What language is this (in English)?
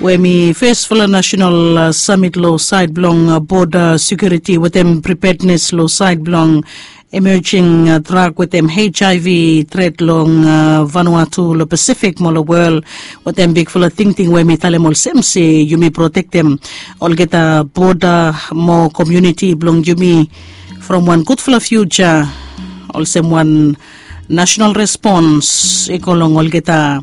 Bislama